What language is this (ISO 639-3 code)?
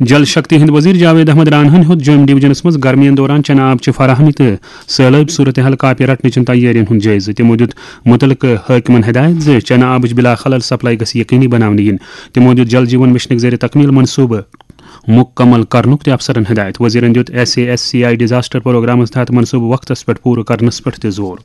kas